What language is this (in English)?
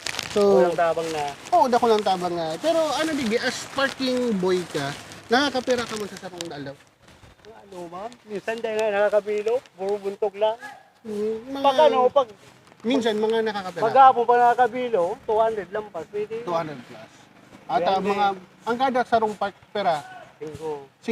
Bikol